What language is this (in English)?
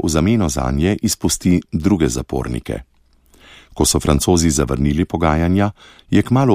Slovenian